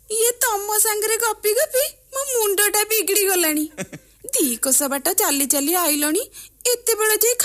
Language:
Odia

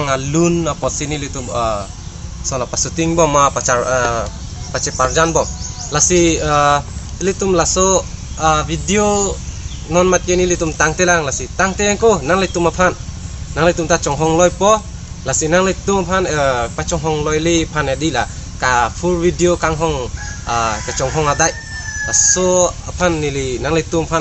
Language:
Karbi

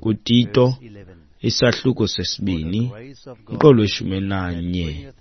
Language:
Xhosa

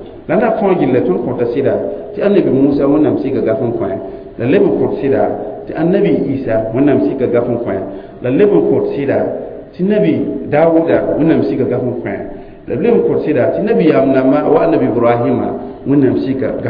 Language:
Mossi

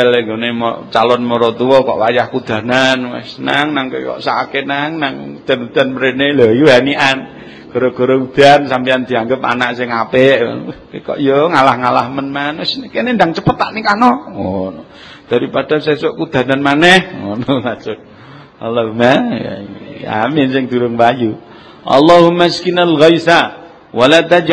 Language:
Javanese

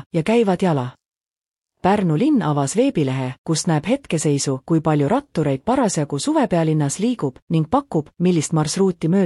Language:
Estonian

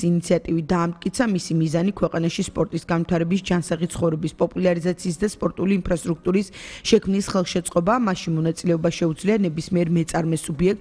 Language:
Georgian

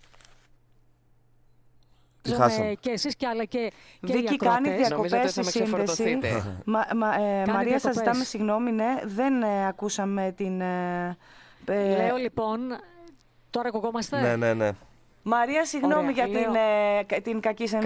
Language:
Greek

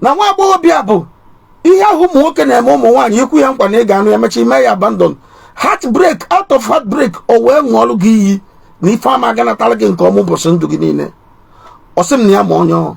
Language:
Igbo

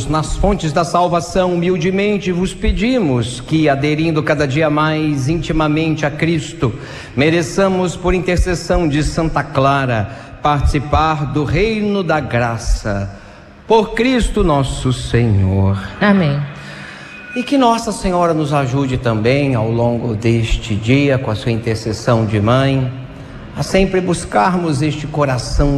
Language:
Portuguese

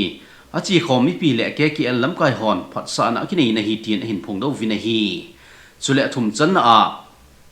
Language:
Thado Chin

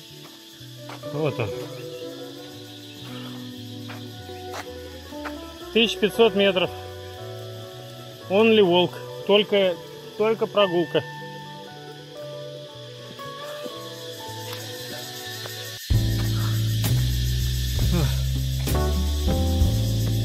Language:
Russian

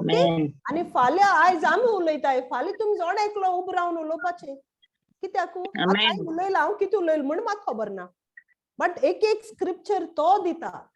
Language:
Konkani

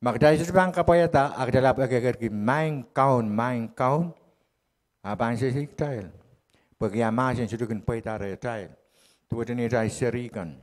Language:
Pohnpeian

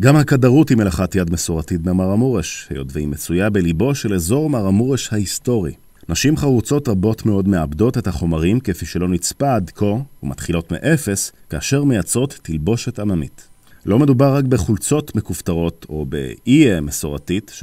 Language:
Hebrew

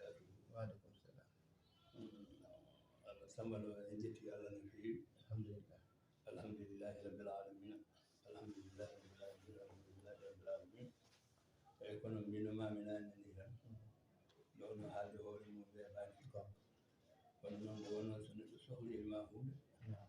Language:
Fula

